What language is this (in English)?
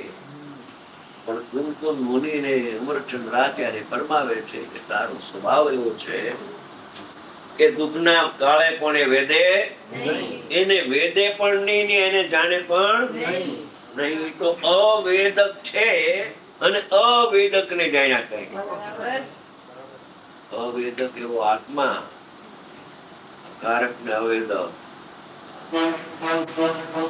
Gujarati